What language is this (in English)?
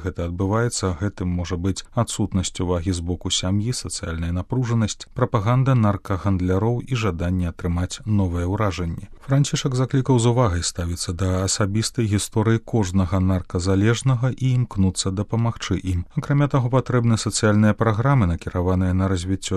Belarusian